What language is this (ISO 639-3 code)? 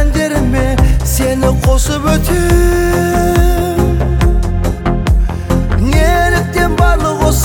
kaz